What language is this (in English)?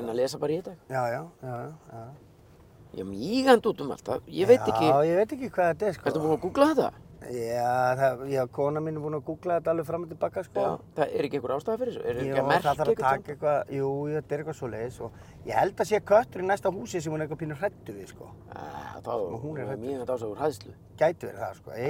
Icelandic